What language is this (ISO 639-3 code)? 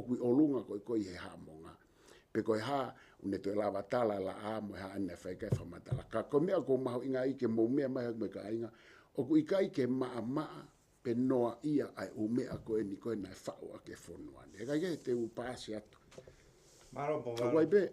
ton